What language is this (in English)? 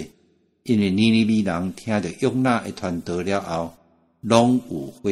Min Nan Chinese